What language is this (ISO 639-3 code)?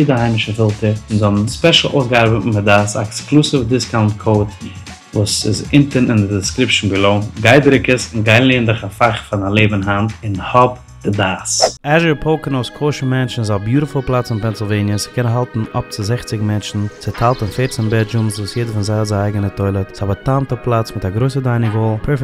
yid